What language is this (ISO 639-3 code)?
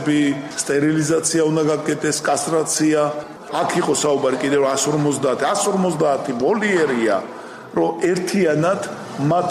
kat